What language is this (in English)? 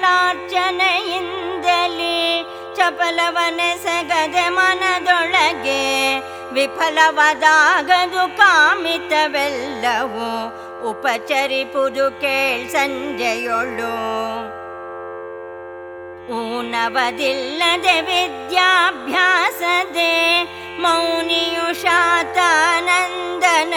Kannada